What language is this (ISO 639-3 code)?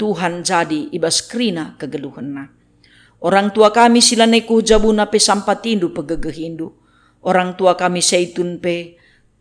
btx